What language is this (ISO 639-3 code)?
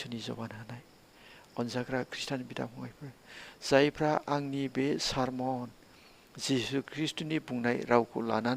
brx